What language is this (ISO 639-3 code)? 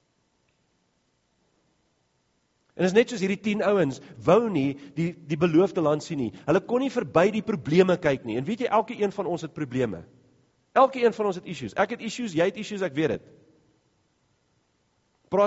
afr